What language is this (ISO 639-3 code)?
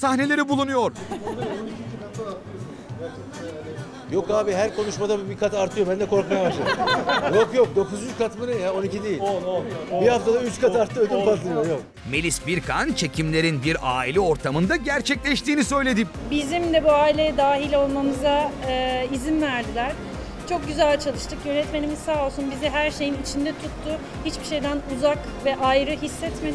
tur